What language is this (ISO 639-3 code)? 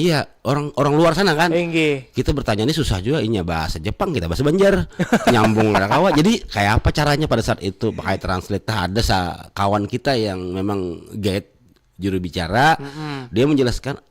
bjn